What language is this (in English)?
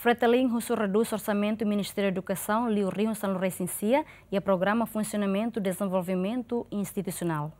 Tetum